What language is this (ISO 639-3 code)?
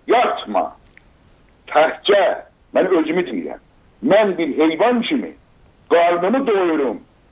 azb